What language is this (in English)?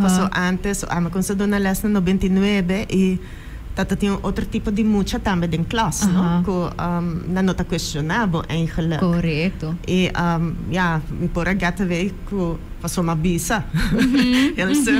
Papiamento